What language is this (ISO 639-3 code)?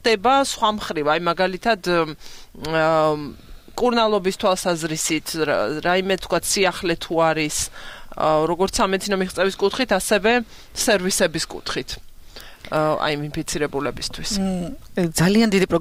kat